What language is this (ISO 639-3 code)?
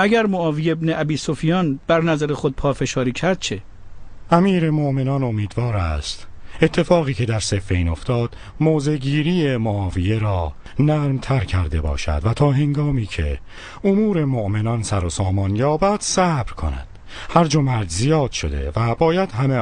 tgk